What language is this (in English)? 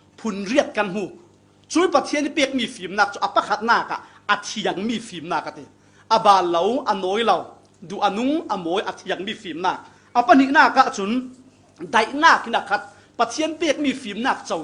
Falam Chin